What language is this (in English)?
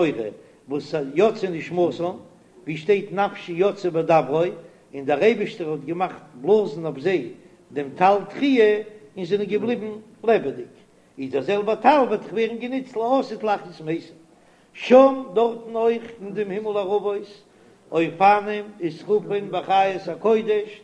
Yiddish